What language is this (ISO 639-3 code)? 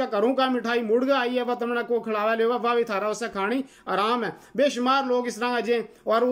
gju